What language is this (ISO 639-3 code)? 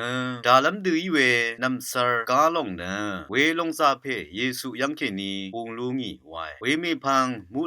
raw